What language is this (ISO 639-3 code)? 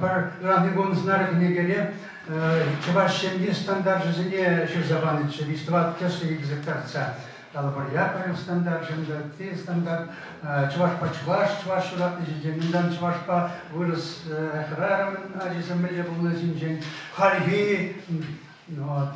chv